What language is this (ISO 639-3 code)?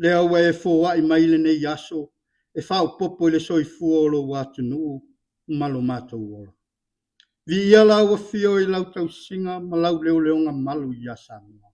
smo